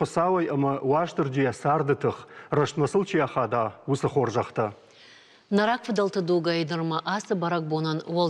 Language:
Ossetic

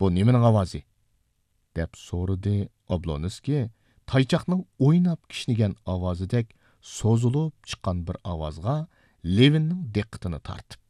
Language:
Uyghur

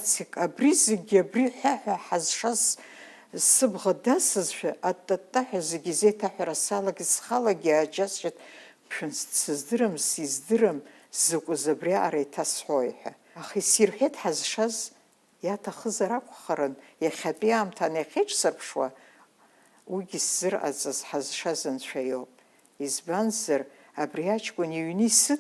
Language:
Abkhazian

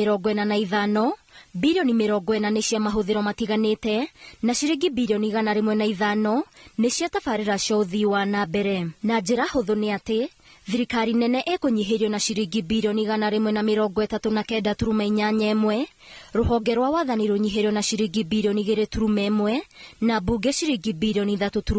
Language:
Kikuyu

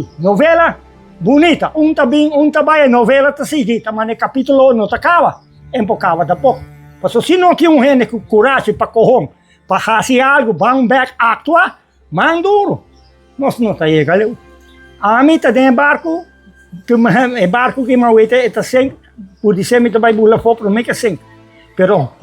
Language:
Papiamento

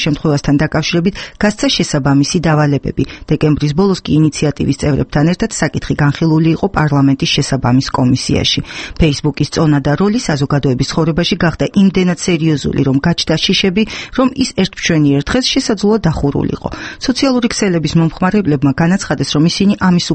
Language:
Georgian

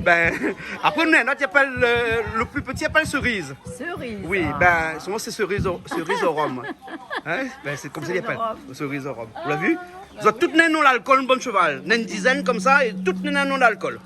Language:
Réunion Creole French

